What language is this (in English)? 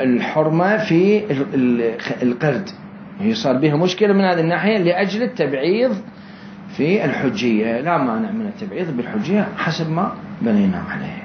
Mesopotamian Arabic